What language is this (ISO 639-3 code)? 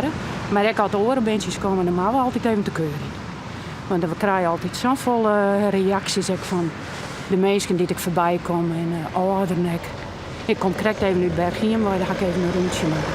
fry